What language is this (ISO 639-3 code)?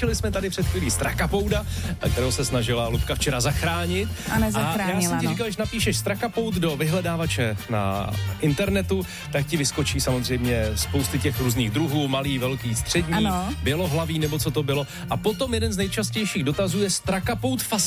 ces